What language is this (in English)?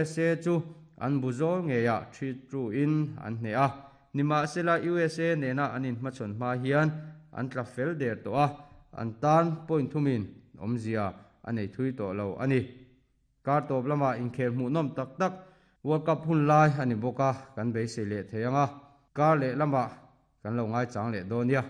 Mizo